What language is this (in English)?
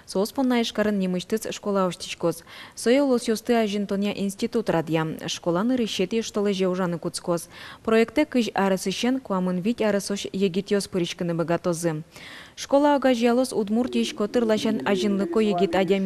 Udmurt